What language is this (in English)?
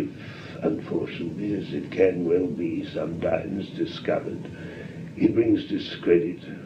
English